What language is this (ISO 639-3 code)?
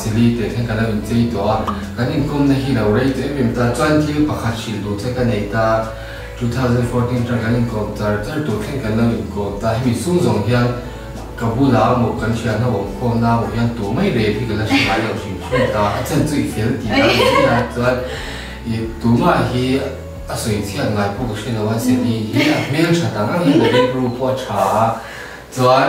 lus